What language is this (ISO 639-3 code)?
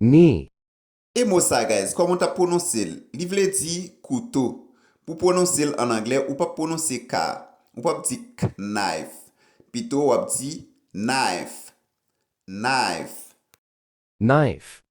hat